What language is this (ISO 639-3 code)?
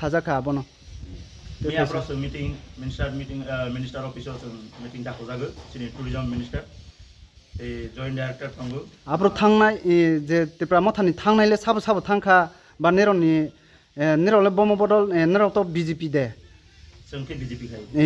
ria